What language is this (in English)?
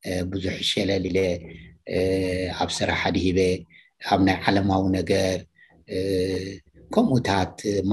Tigrinya